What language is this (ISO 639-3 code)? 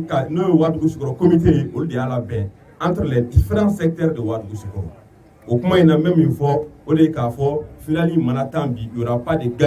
bam